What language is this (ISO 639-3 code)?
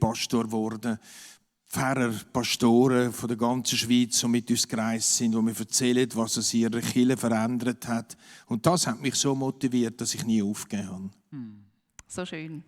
gsw